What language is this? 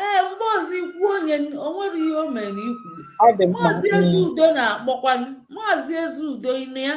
Igbo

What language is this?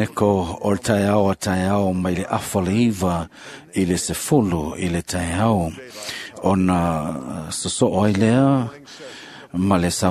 Samoan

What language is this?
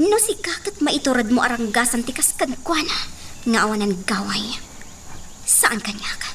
Iloko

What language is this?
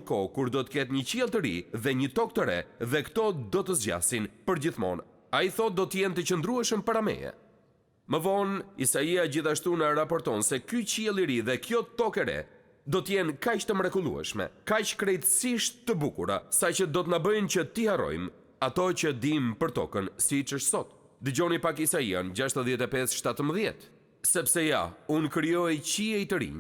Albanian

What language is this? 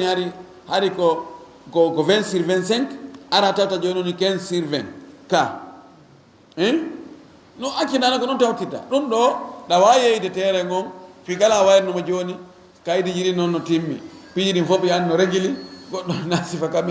Fula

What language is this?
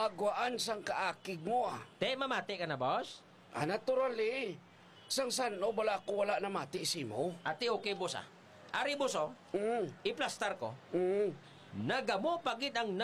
Hiligaynon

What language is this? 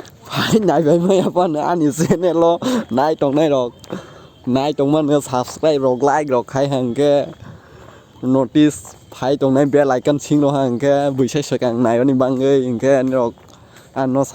Kok Borok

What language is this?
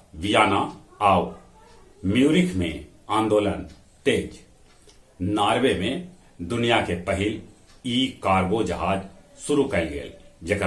Magahi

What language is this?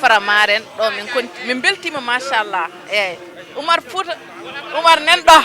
Fula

